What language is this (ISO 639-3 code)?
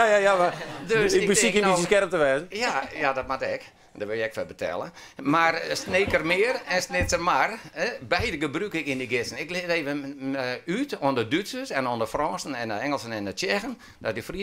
fry